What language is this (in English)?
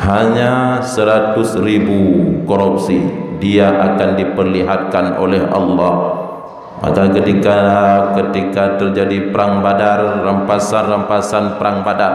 Achinese